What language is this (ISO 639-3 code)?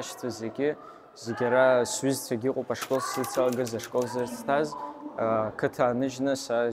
abk